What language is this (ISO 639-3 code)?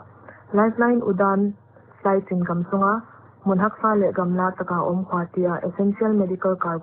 pck